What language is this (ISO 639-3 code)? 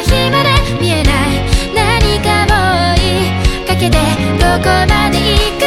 jpn